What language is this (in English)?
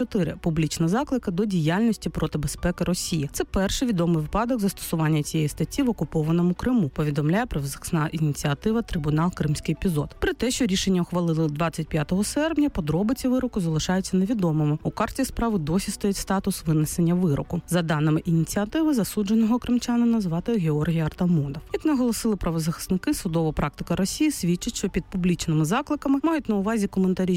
Ukrainian